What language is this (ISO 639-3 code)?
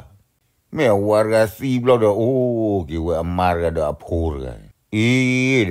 ksw